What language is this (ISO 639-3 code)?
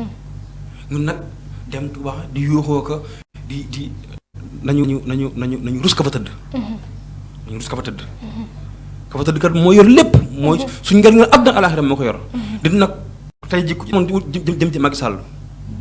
wol